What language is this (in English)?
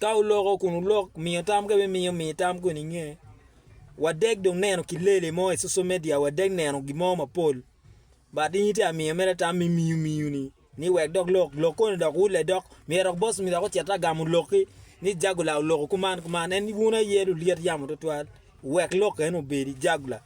Acoli